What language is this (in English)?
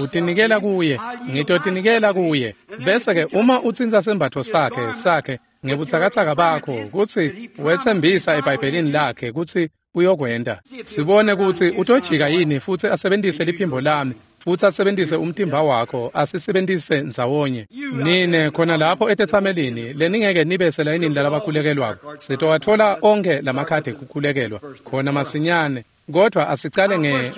Swati